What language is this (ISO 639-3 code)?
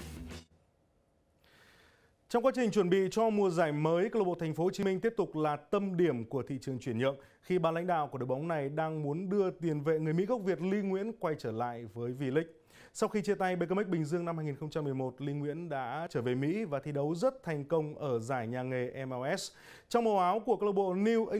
vie